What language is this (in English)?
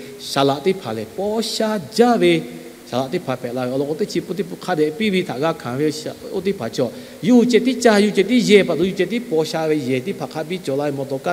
Lahu